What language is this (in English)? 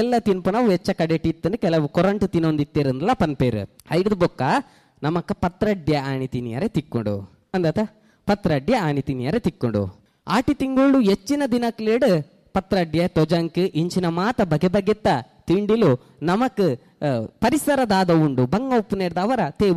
Tulu